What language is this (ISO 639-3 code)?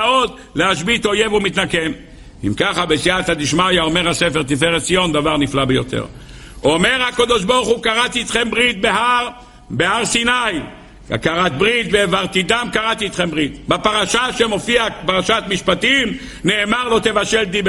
heb